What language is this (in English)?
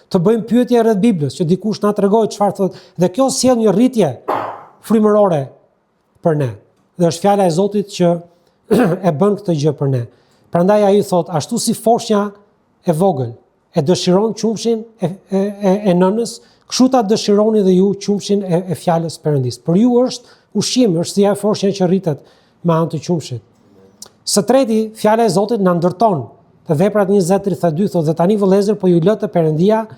Albanian